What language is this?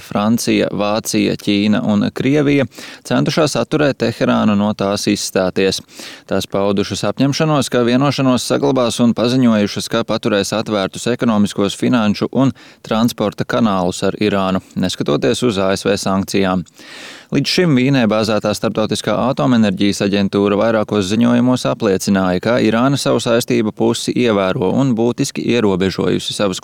Latvian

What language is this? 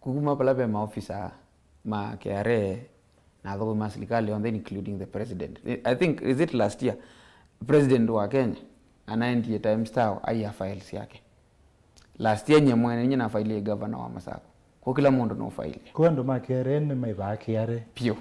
Kamba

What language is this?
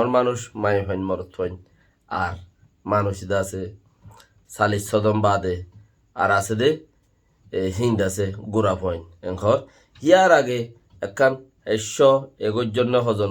Rohingya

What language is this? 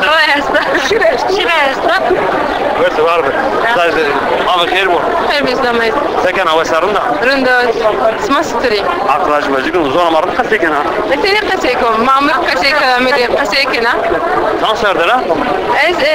Zaza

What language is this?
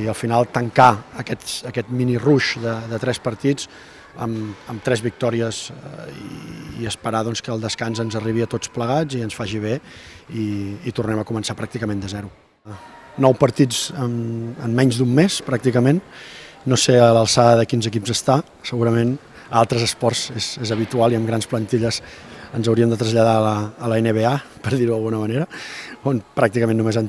Catalan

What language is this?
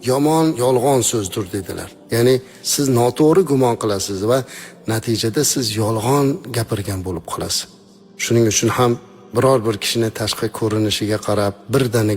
Uzbek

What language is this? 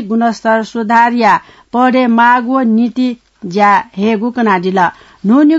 Newari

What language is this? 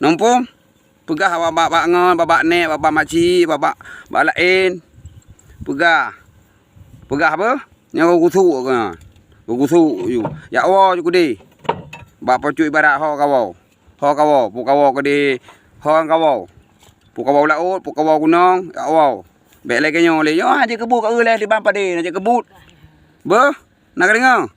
Achinese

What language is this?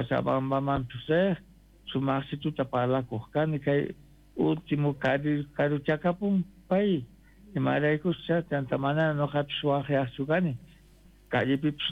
South Bolivian Quechua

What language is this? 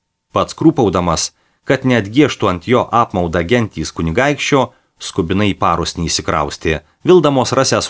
Lithuanian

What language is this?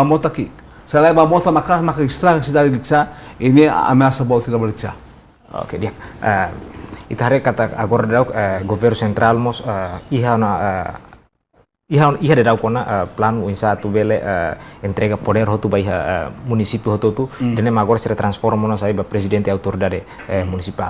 Tetum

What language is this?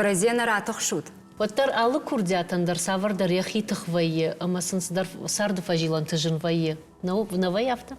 Ossetic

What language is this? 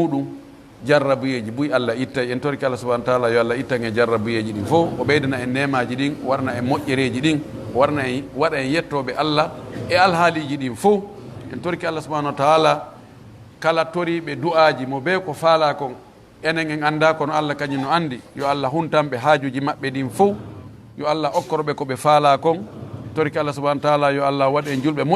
Pular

